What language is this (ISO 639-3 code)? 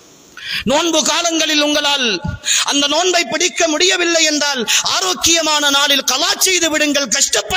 tam